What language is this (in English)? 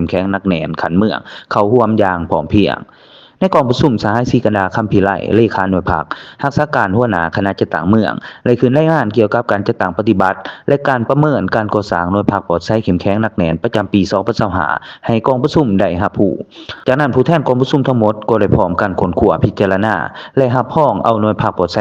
Lao